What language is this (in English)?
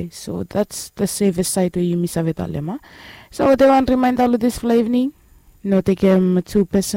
Bislama